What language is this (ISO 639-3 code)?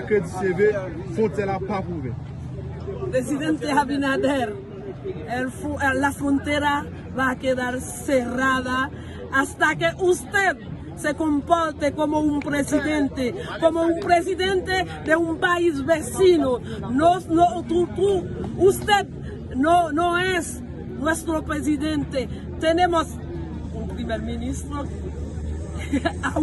hat